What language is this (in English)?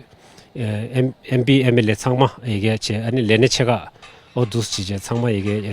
Tibetan